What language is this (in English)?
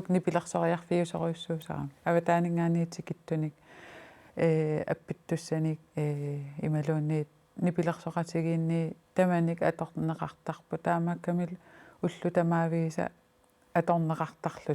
Kalaallisut